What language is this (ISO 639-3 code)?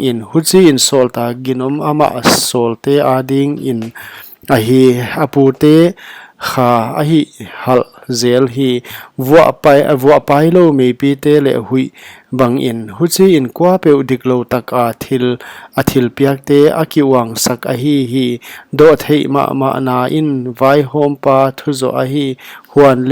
pck